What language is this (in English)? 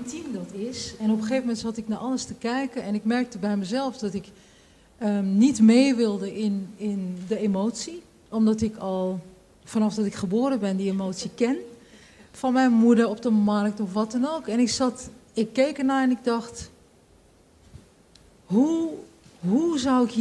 Dutch